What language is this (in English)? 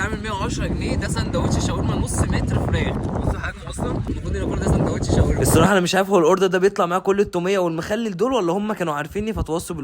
Egyptian Arabic